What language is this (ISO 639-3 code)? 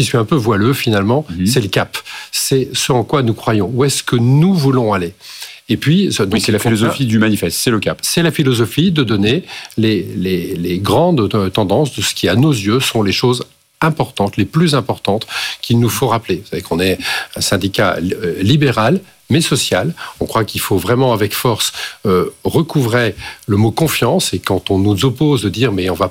fra